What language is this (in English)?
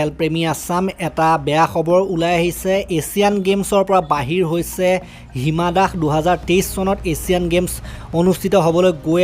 Assamese